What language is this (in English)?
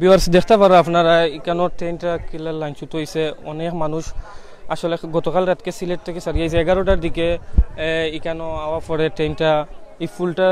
Sylheti